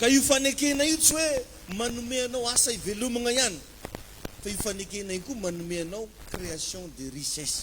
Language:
Malagasy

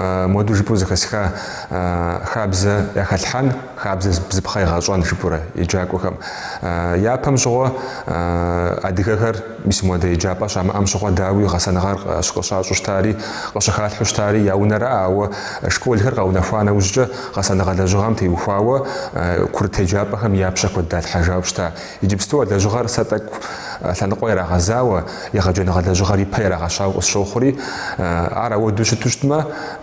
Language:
Kabardian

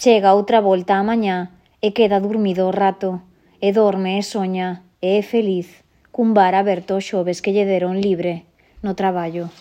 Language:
Galician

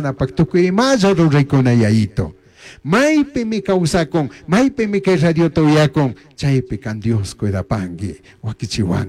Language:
Chimborazo Highland Quichua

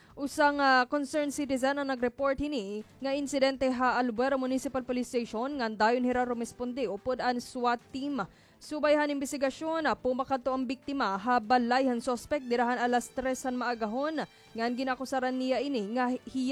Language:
Waray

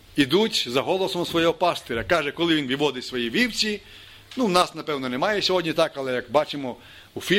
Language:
Ukrainian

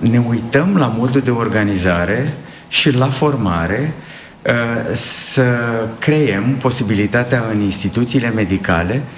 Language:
Romanian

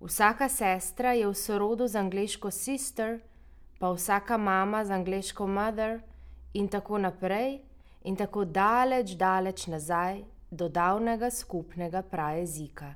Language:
Slovenian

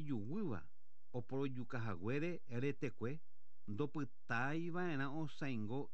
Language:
Guarani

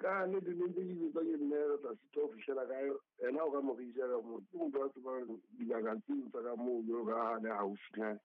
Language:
Southern Sotho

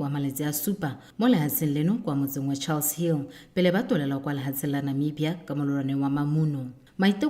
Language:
Tswana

